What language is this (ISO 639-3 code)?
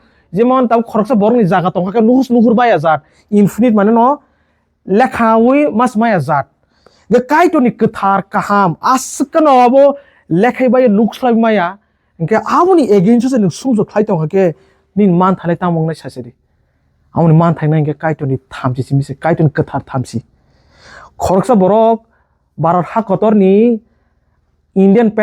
trp